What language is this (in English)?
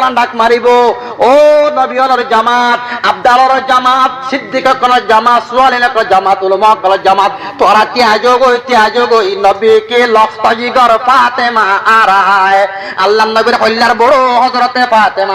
Rohingya